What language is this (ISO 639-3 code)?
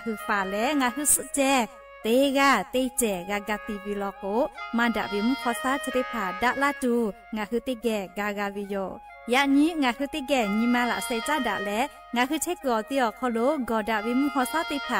lhu